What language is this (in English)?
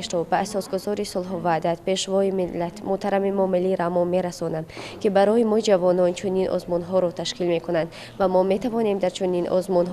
Tajik